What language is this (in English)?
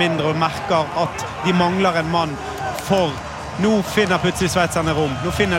Norwegian